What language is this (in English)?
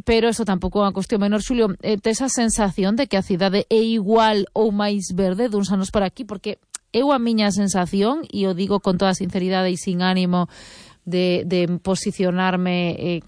Galician